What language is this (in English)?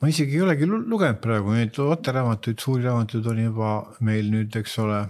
Estonian